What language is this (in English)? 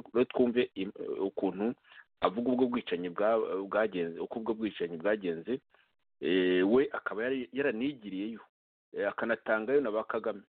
Kinyarwanda